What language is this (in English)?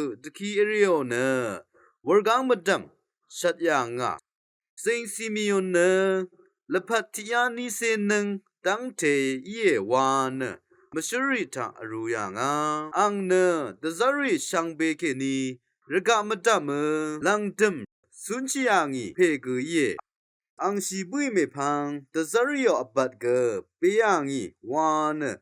Rawang